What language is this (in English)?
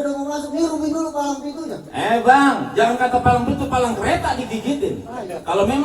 Betawi